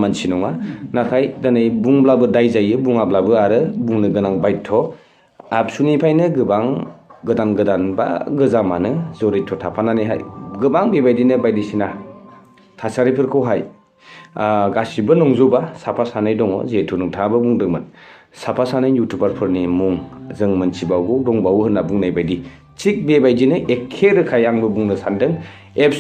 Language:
Bodo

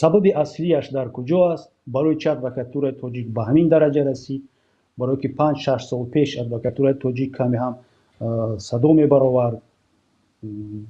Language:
Tajik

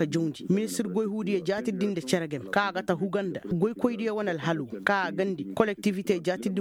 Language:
Koyraboro Senni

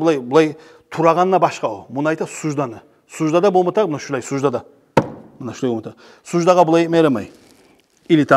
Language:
Kumyk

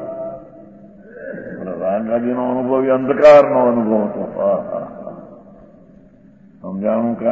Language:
Gujarati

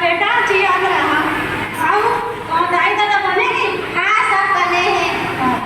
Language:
Chhattisgarhi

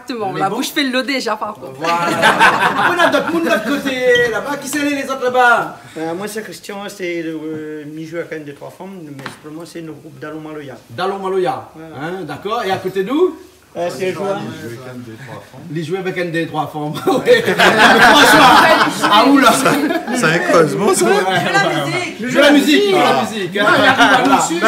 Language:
Réunion Creole French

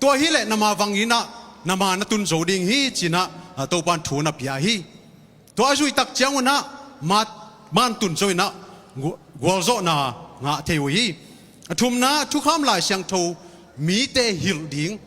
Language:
Tedim Chin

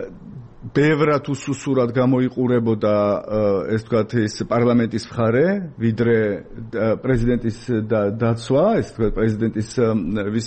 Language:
Georgian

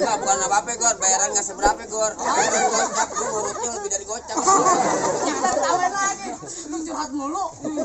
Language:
Betawi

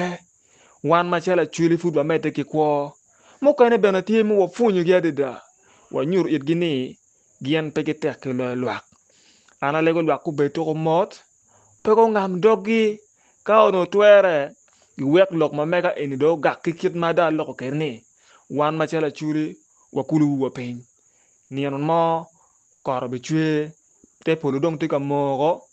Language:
Acoli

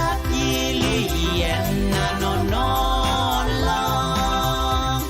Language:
Pohnpeian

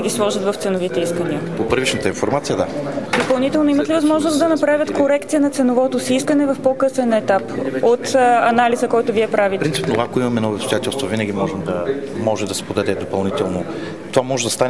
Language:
Bulgarian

